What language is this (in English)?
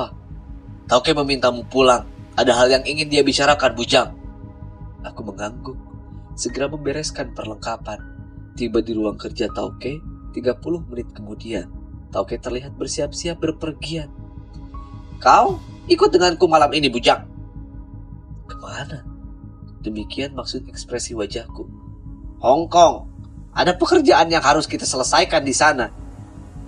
Indonesian